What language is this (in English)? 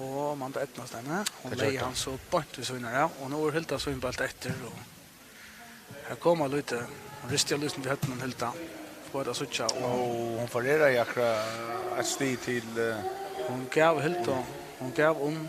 Faroese